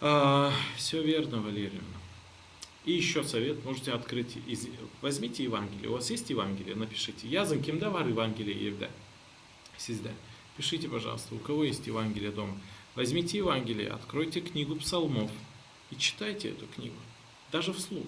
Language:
Gagauz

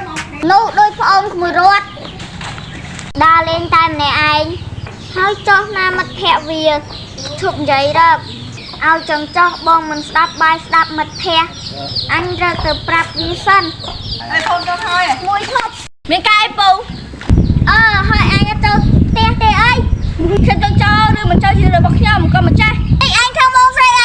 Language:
Khmer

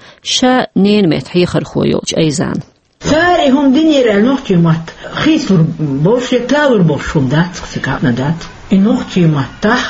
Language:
Chechen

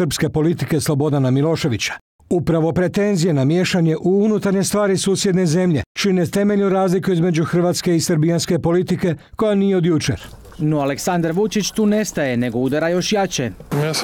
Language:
Croatian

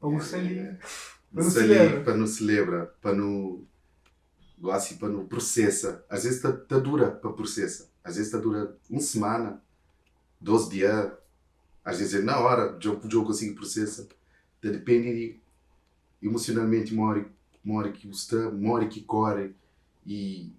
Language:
Kabuverdianu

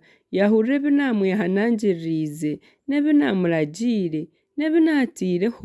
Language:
Nyankole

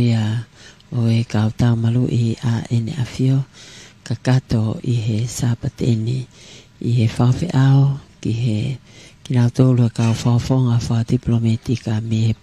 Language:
Tongan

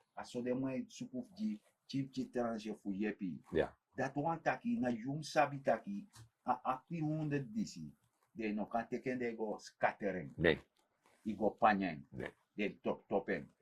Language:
Sranan Tongo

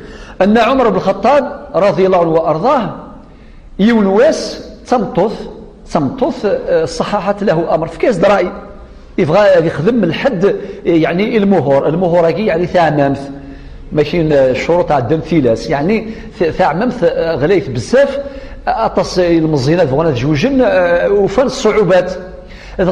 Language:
Kabyle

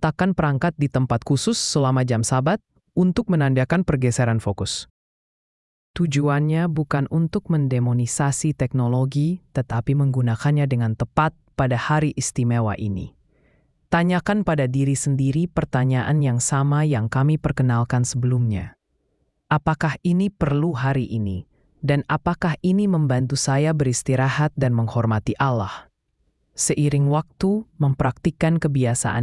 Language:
Indonesian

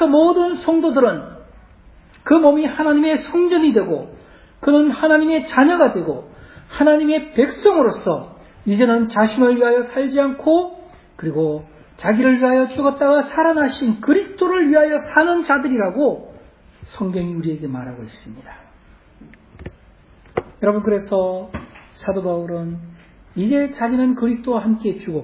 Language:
Korean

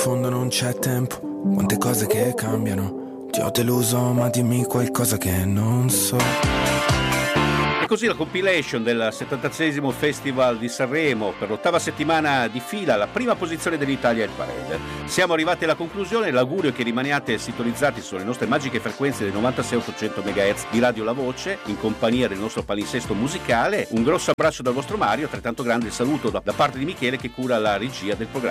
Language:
Italian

